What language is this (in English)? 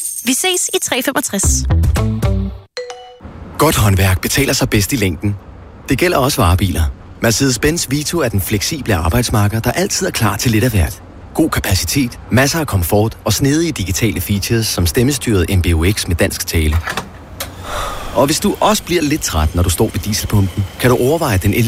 Danish